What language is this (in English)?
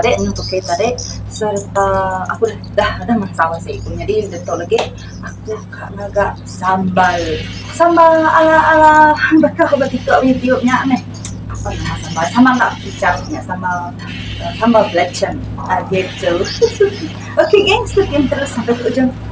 Iban